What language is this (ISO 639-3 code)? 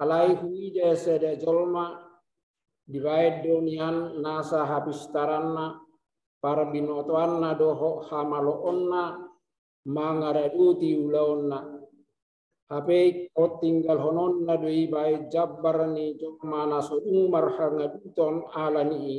bbc